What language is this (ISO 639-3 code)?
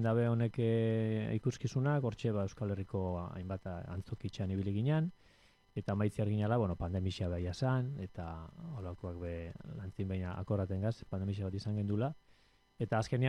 eus